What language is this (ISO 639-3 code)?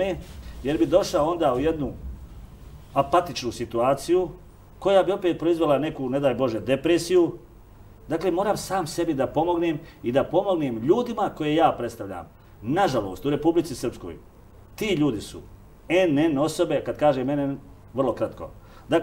srp